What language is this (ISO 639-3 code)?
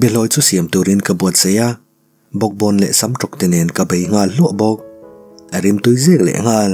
lus